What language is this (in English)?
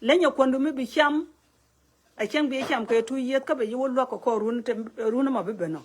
Nuer